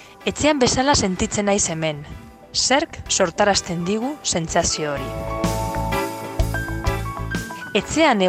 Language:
Basque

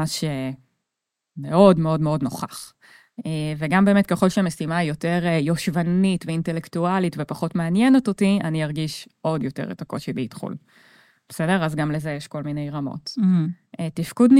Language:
Hebrew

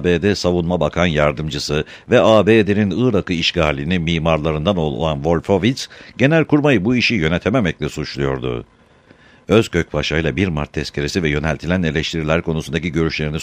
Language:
Turkish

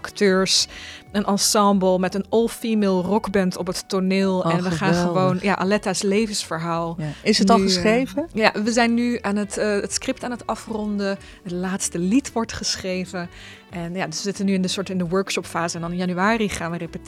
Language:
Dutch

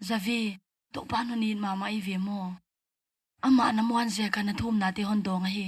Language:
Paite Chin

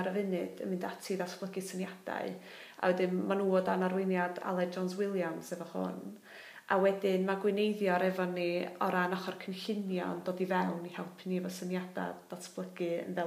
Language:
Welsh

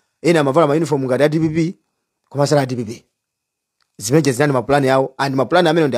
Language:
Nyanja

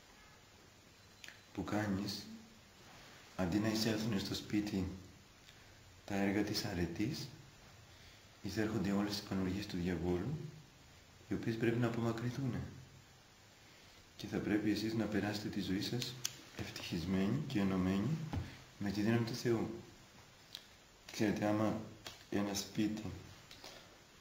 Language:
Greek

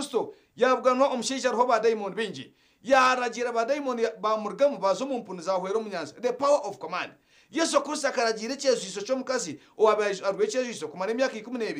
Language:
Nyankole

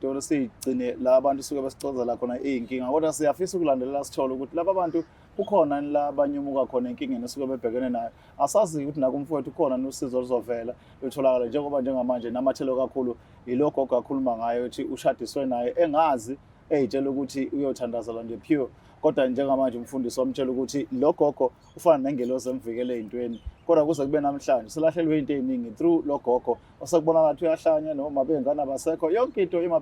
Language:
Zulu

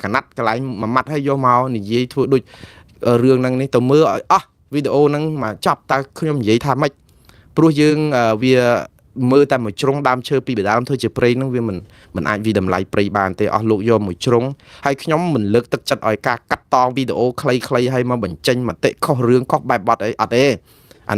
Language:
Khmer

